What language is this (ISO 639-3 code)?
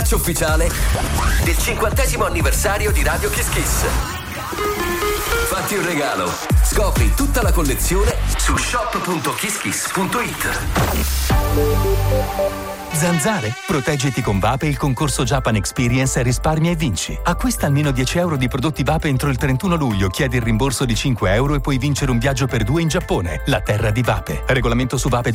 ita